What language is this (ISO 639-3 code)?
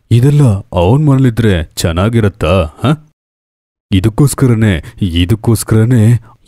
kan